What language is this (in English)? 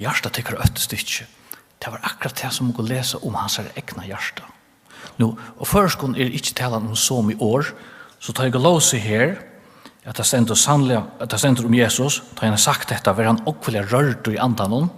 Faroese